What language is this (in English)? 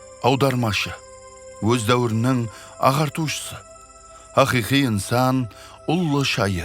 Kara-Kalpak